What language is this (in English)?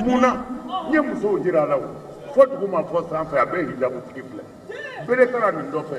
Bambara